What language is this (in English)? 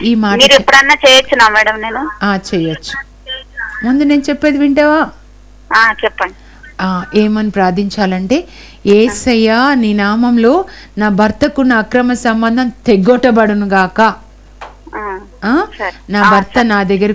Telugu